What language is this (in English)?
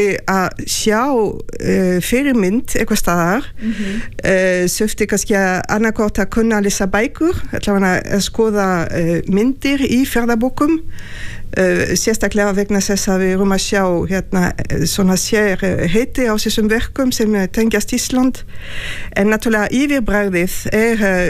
Icelandic